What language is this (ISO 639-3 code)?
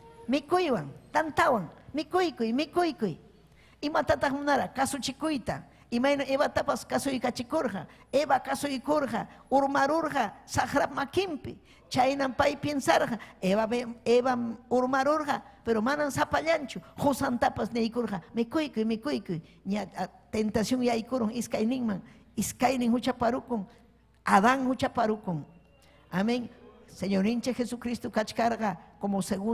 quy